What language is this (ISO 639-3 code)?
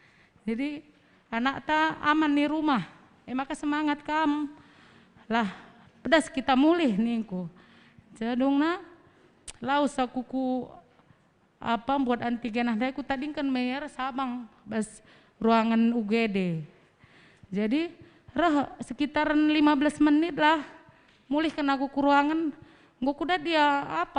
btx